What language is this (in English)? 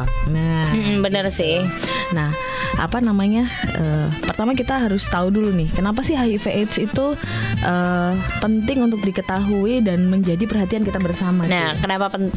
Indonesian